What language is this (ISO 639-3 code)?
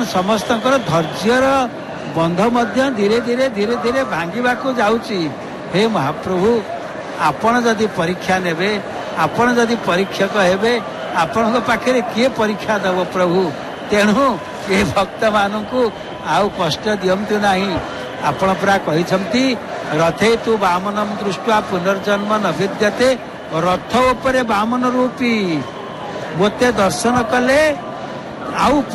ori